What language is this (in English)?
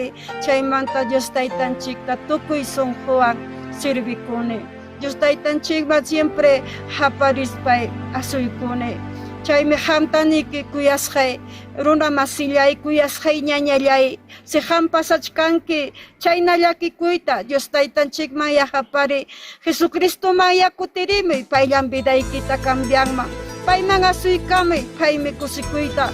Ayacucho Quechua